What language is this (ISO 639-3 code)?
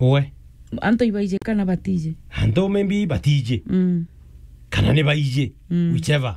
mer